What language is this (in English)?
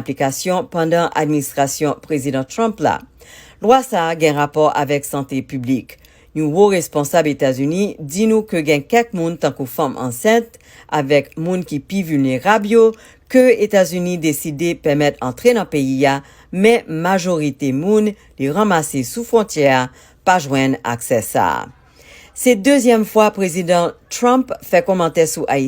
Haitian Creole